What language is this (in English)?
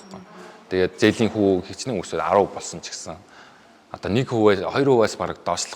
Mongolian